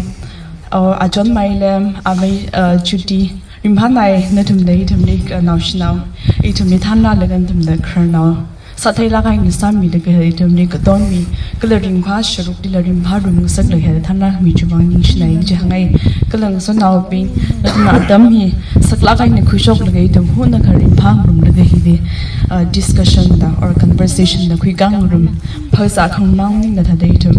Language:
Tangkhul Naga (India)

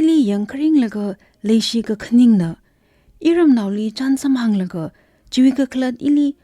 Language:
Tangkhul Naga (India)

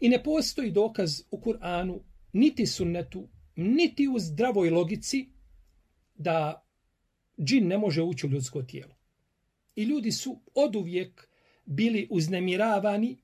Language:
Bosnian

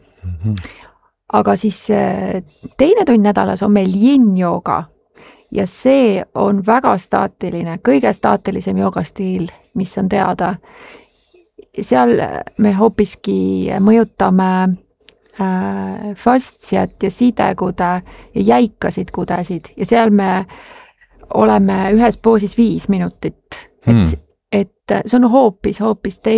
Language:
Estonian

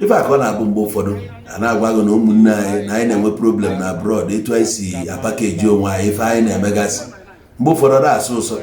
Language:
Igbo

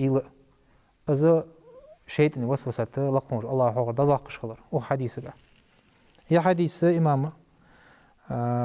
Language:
Ingush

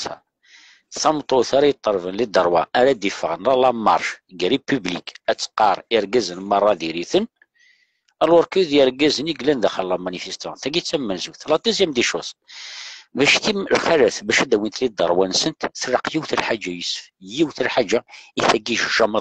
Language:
Kabyle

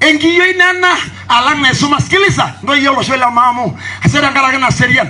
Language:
Masai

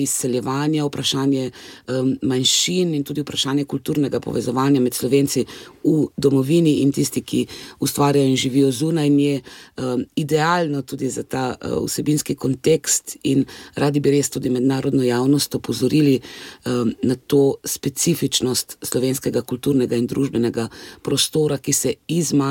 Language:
Slovenian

